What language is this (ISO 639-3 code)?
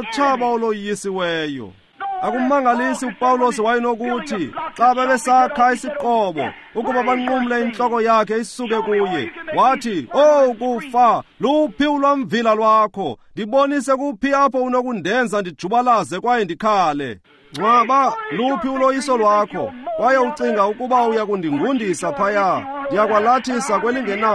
xho